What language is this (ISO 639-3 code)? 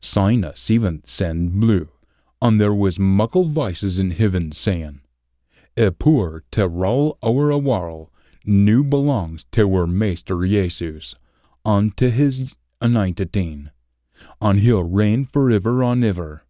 sco